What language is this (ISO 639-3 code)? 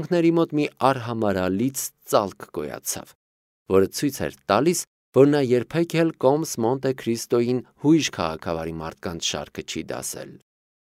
hye